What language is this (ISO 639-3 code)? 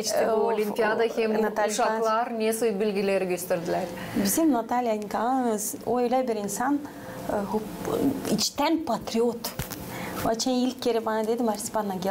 gag